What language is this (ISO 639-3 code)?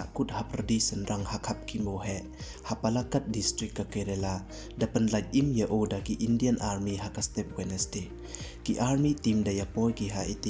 pbv